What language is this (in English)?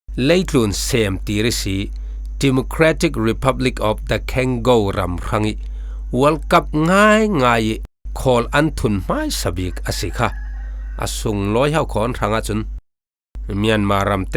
Falam Chin